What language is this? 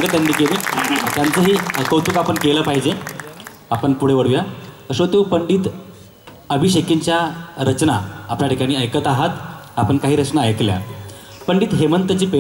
Marathi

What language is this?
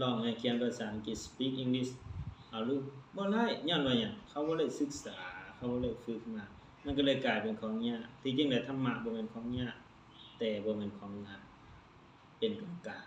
Lao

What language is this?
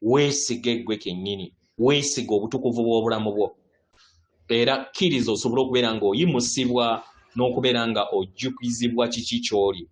Ganda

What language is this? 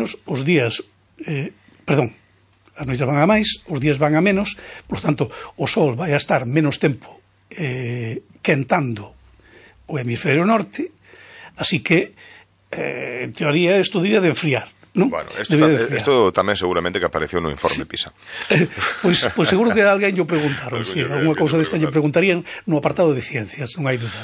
Galician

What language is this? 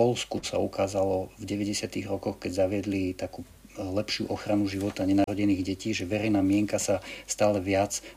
Slovak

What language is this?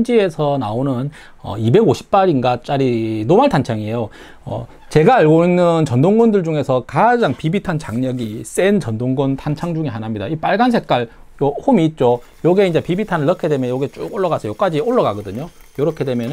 Korean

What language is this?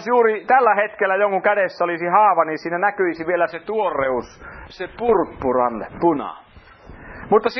Finnish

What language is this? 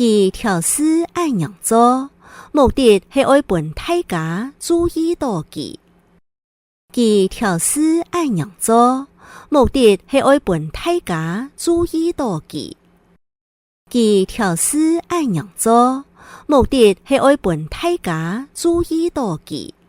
Hakka Chinese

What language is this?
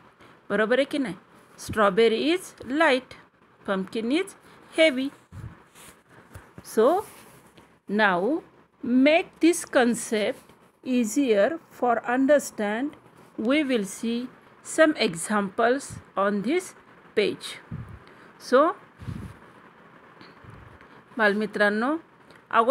Marathi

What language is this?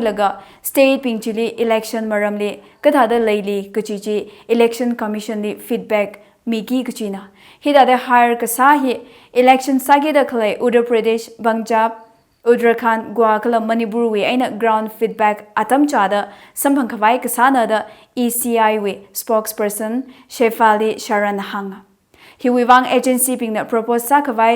Tangkhul Naga (India)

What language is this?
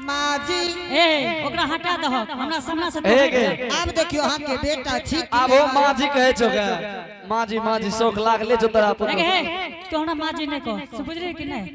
Angika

